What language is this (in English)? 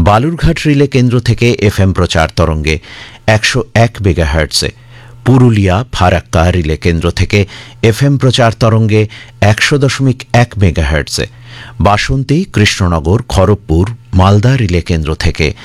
Bangla